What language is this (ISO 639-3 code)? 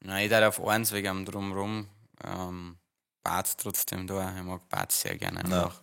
bar